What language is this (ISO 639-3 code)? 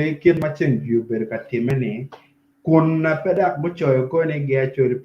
ach